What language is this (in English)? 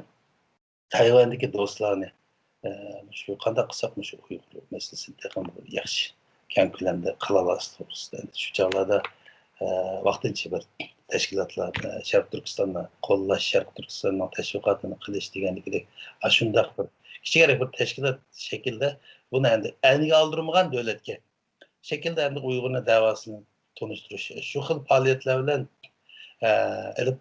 Uyghur